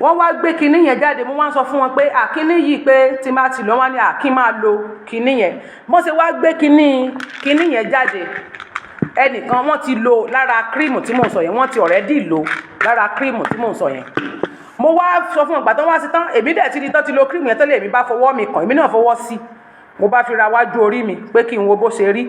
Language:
Yoruba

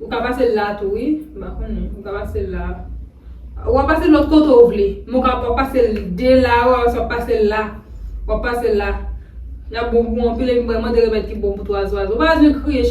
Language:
Haitian Creole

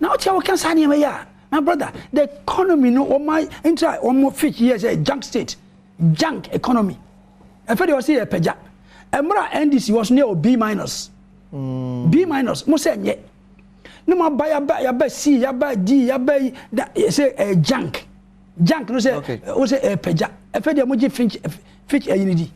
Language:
Akan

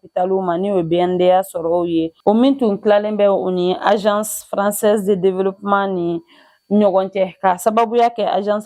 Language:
Bambara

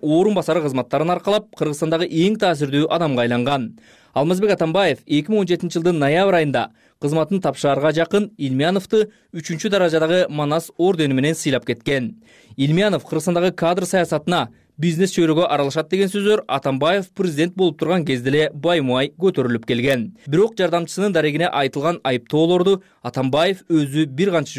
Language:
Kyrgyz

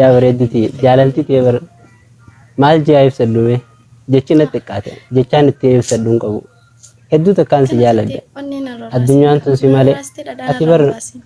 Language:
Oromo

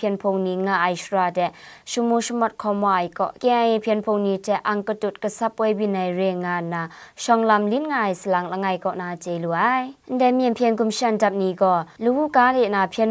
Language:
Kachin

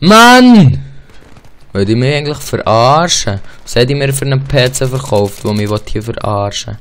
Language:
Swiss German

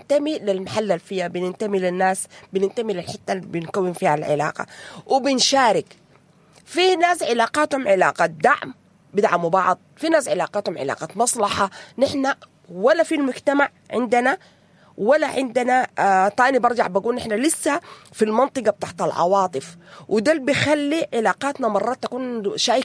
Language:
Sudanese Arabic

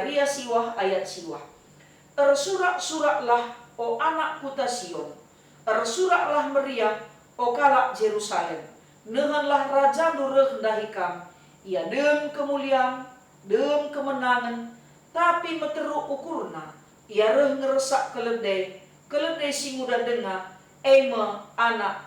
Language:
Batak Karo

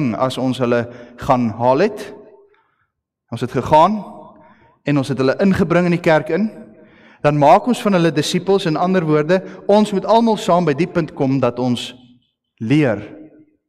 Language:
Afrikaans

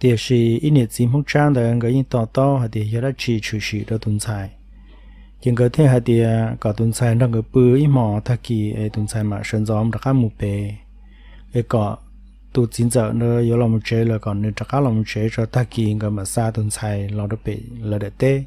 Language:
Hmong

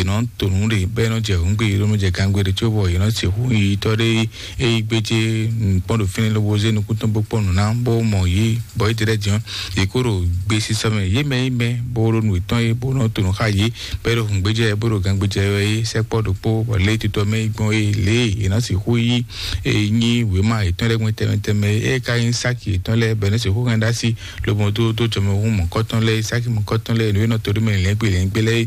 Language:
Fon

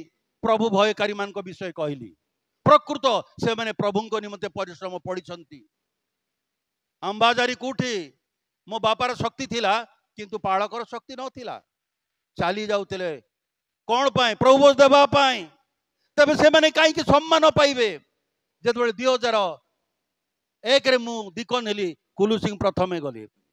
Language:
Odia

